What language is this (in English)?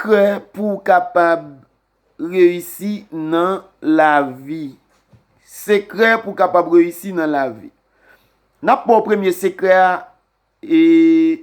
Haitian Creole